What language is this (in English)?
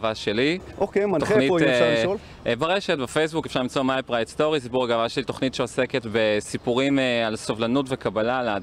Hebrew